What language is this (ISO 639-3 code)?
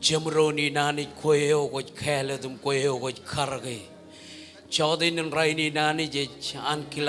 mah